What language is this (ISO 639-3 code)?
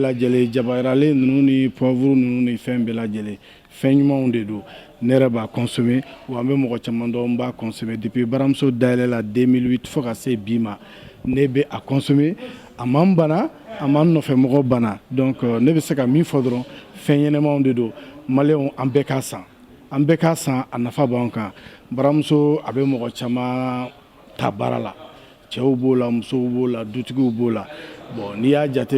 bam